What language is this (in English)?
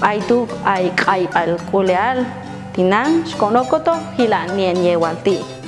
Popti'